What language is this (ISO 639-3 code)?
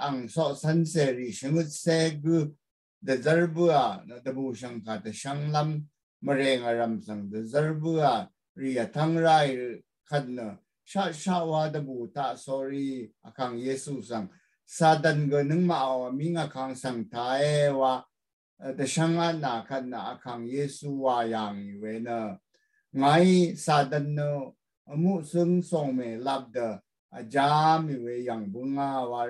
raw